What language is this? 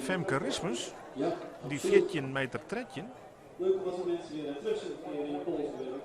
Western Frisian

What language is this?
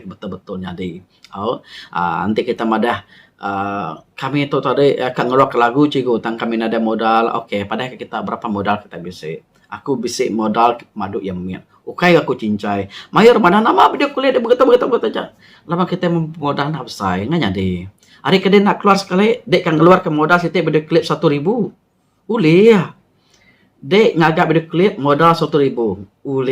Iban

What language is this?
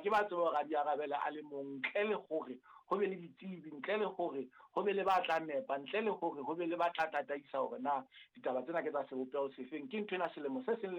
Southern Sotho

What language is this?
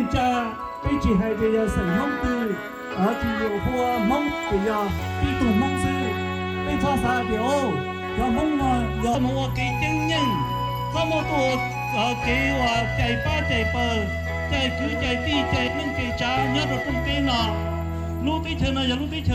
Hmong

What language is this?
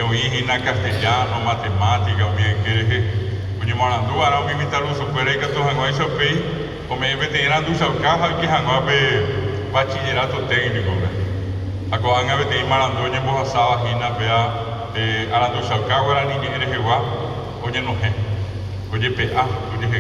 Guarani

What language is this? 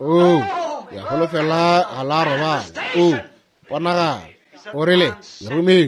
Northern Sotho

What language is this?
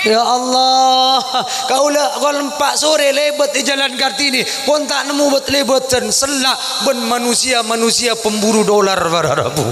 Madurese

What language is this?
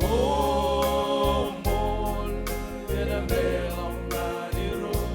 Marshallese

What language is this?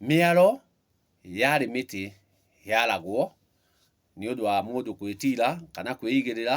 Kikuyu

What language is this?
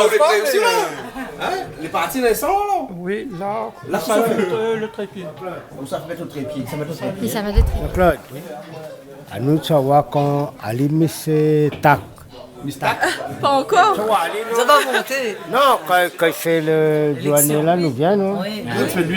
Réunion Creole French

